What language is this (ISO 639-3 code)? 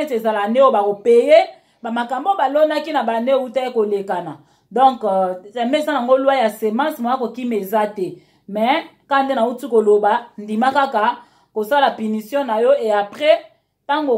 lin